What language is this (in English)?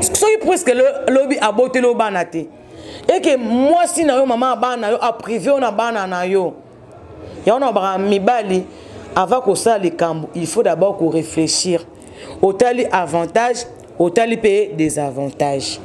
Lingala